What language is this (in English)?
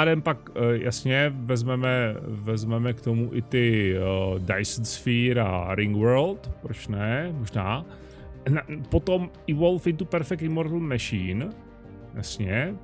Czech